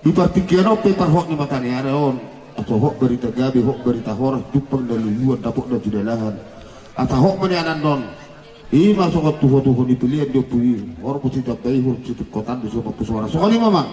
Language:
Batak Toba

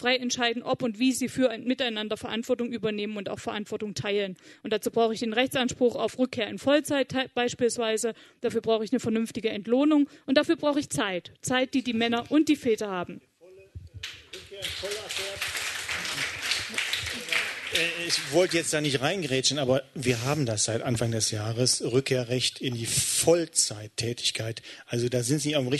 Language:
German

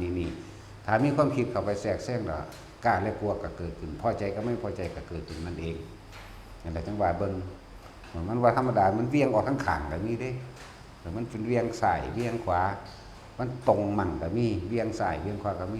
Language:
Northeastern Thai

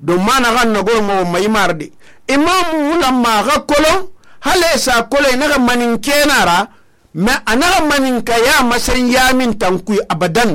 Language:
Susu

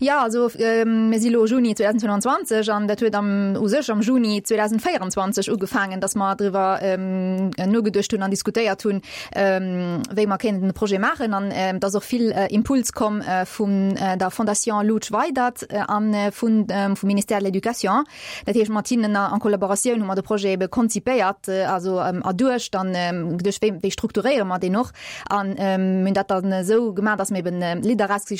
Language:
Luxembourgish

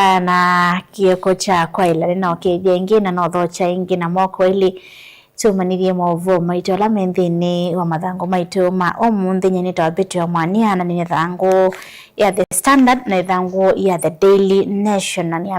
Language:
Kamba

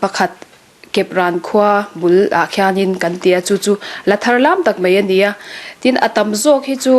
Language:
Mizo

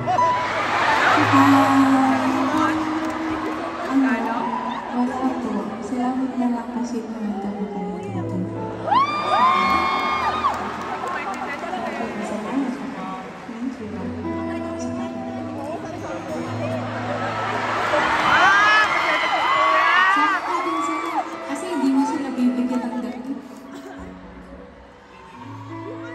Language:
Filipino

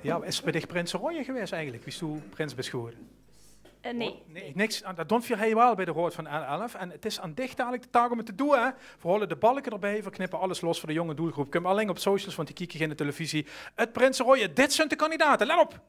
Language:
Limburgish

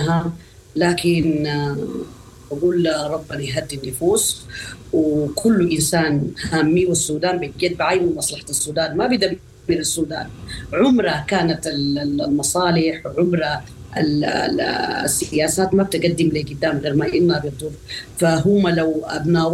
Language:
Sudanese Arabic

